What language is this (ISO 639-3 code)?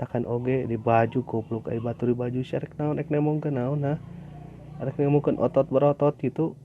sun